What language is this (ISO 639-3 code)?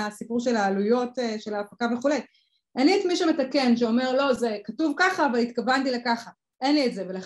heb